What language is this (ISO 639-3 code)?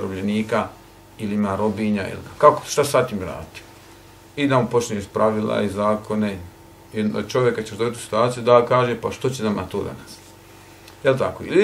bos